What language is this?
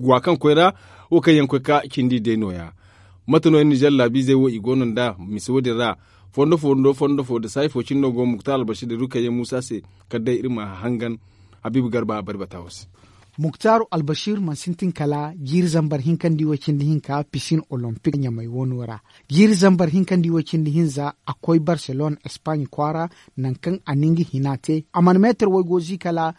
Zarma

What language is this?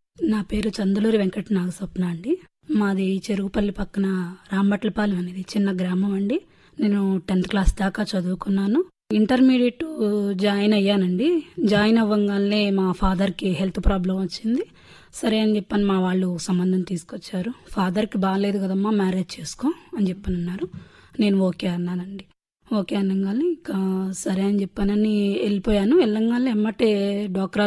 Telugu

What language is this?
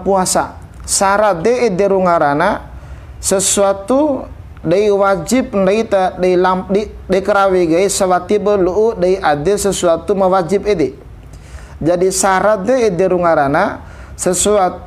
Bima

